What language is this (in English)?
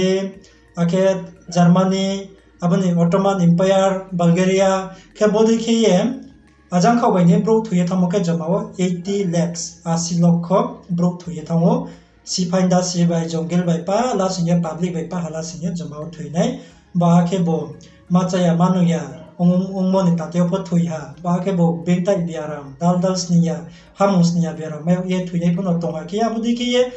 Riang (India)